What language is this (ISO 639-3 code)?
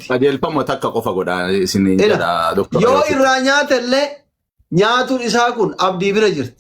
orm